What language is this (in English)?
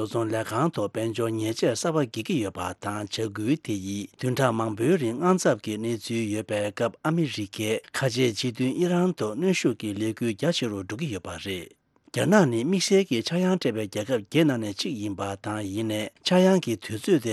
Tibetan